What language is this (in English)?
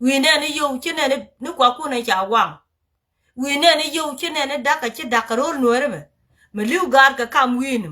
Nuer